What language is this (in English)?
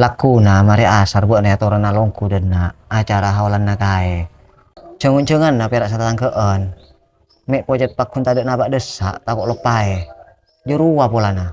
Madurese